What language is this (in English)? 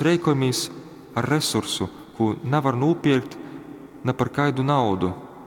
Latgalian